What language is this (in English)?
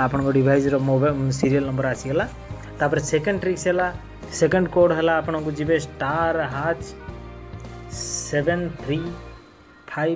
Odia